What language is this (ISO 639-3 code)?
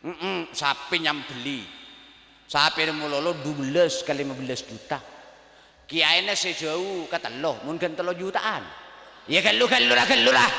mad